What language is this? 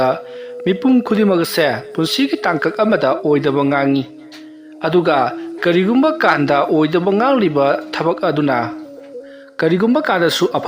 Manipuri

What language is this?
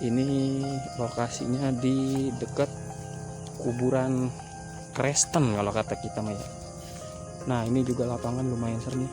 Betawi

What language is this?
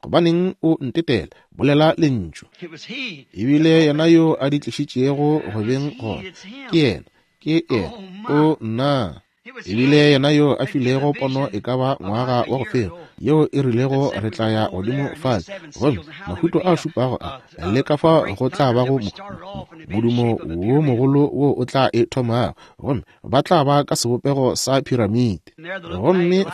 Northern Sotho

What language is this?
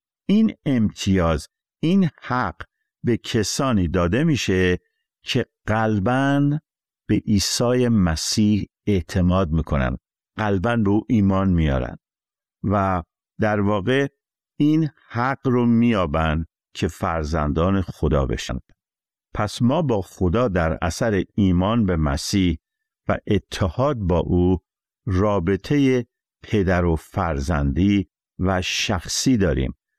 Persian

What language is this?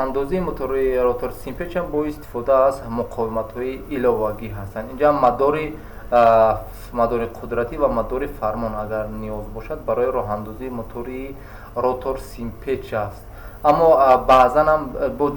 Tajik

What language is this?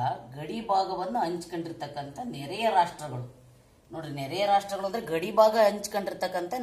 Kannada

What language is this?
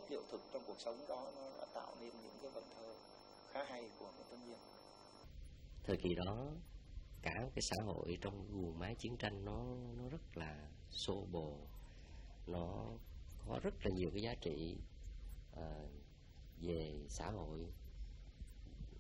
Vietnamese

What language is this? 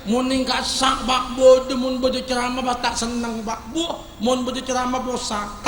Madurese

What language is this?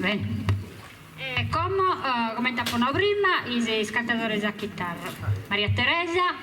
Sardinian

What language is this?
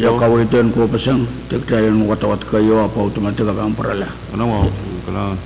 Pohnpeian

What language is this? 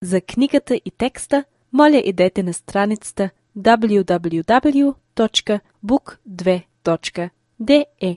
Albanian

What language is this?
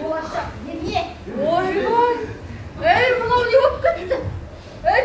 Kazakh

